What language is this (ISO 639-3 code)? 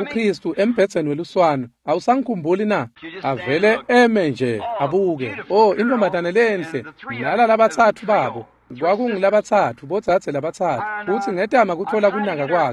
ssw